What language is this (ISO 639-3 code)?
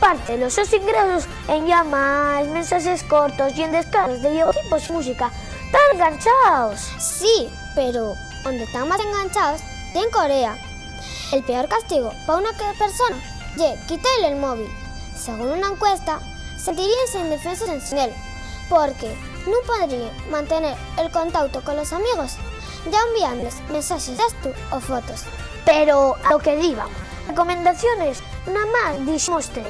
ast